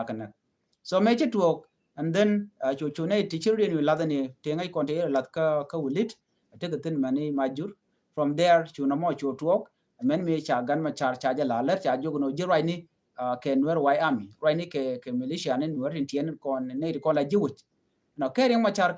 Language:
Nuer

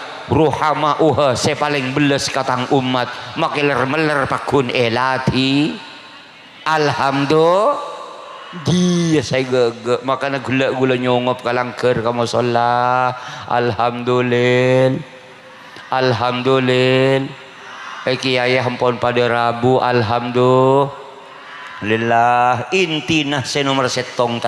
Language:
Madurese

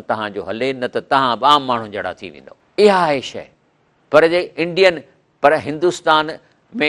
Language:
Sindhi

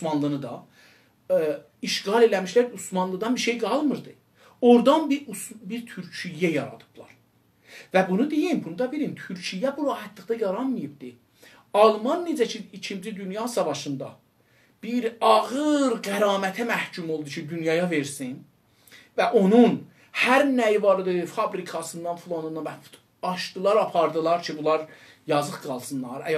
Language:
South Azerbaijani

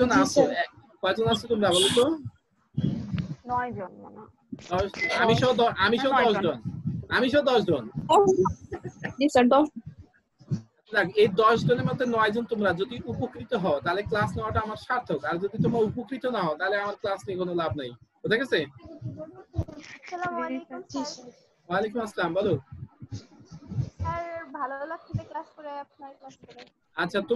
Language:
Bangla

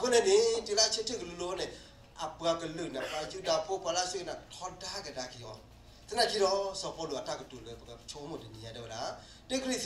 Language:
S'gaw Karen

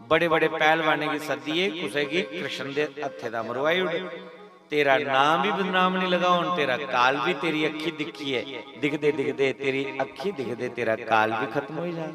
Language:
Dogri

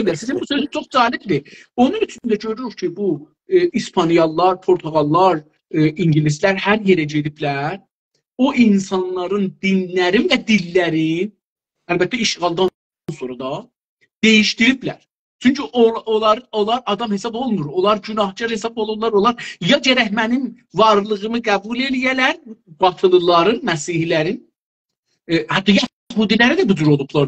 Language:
South Azerbaijani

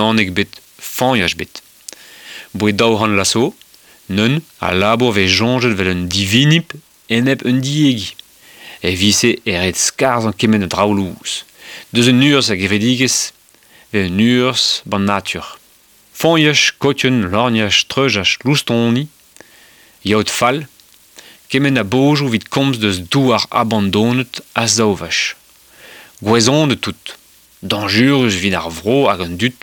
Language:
Breton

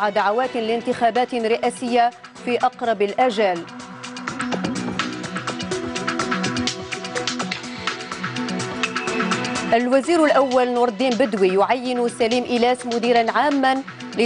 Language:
Arabic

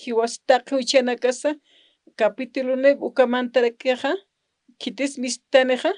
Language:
Aymara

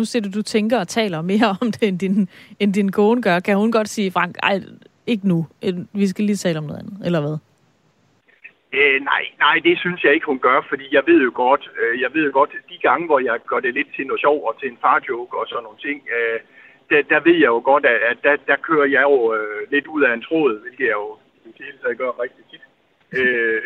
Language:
Danish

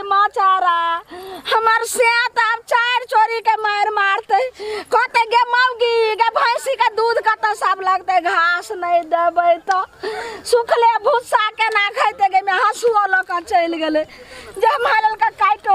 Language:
Maithili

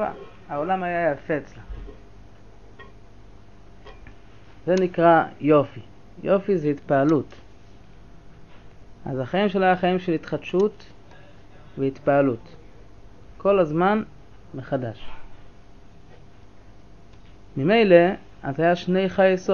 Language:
Hebrew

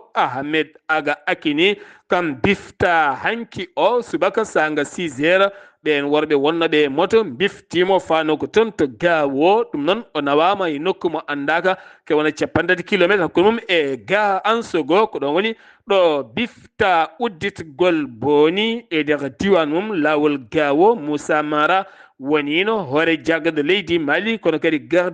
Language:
Fula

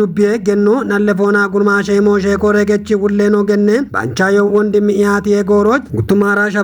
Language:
Kafa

